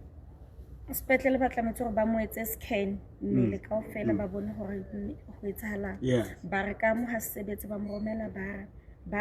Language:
Southern Sotho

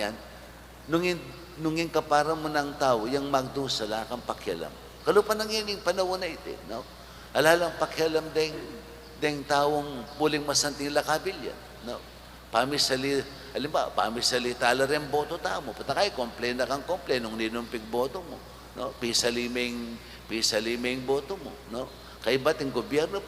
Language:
Pampanga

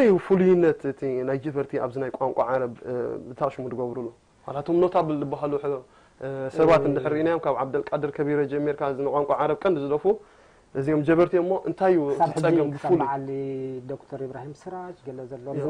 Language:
Tigrinya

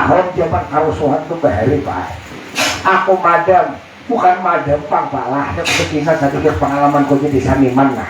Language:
Banjar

